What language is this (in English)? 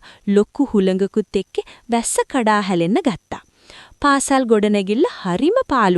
Sinhala